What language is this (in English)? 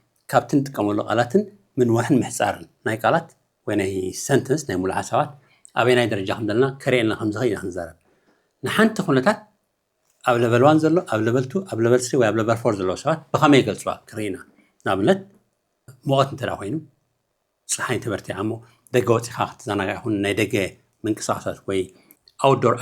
Tigrinya